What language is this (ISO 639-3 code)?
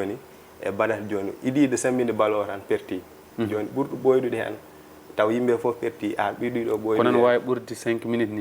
ful